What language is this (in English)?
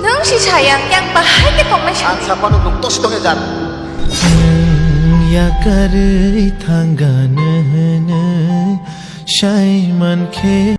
Kok Borok